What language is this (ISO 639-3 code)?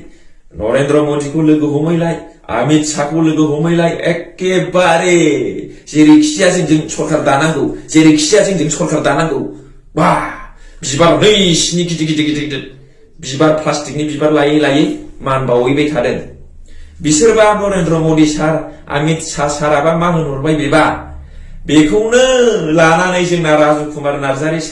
brx